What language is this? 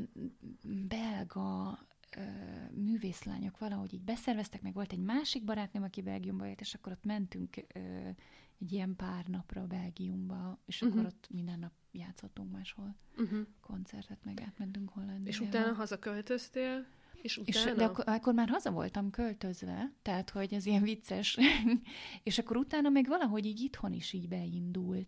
Hungarian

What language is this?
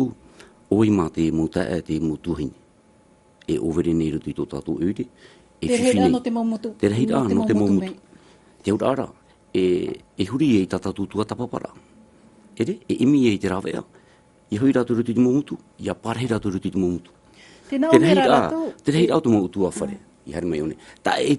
Tahitian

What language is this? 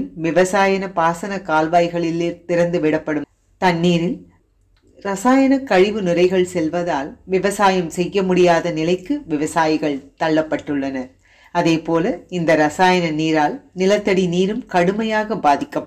Tamil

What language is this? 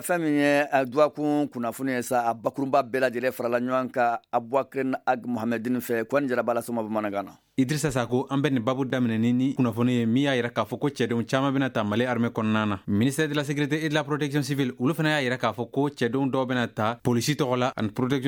Bambara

